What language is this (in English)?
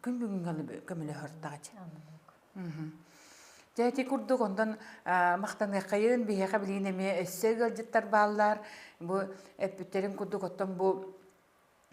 Yakut